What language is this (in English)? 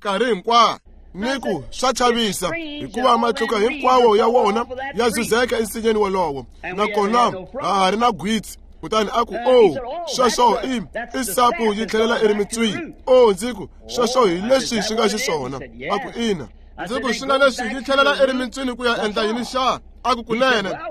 Tsonga